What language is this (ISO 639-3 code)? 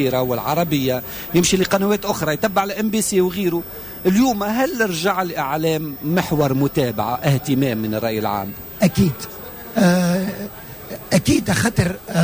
aeb